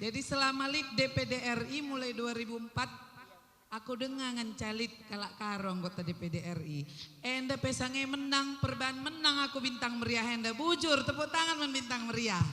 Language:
Batak Karo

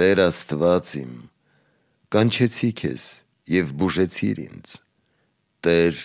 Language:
Armenian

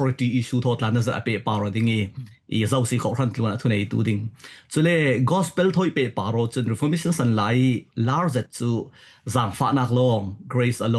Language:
Falam Chin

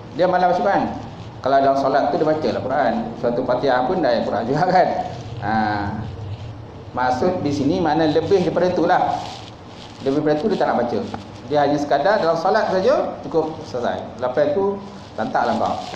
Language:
Malay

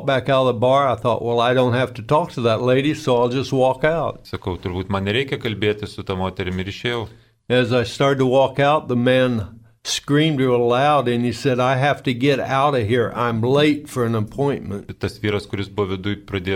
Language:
Lithuanian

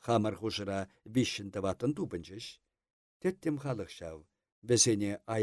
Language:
Chuvash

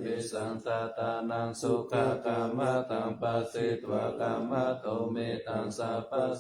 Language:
Pali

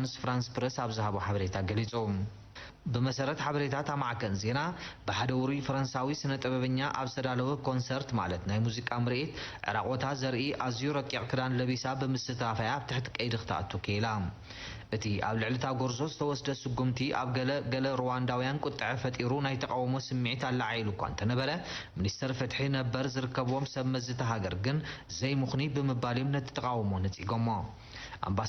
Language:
Tigrinya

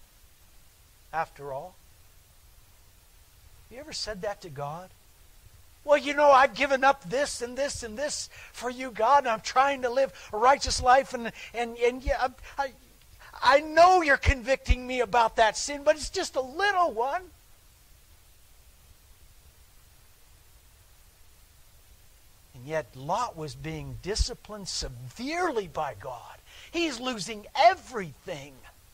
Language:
English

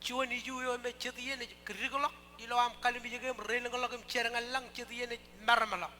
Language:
Marshallese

